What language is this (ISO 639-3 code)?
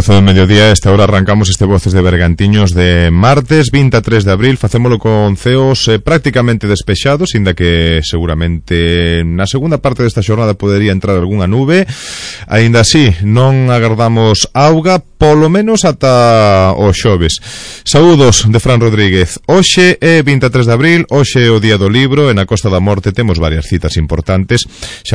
glg